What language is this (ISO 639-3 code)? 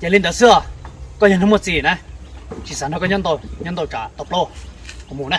hmn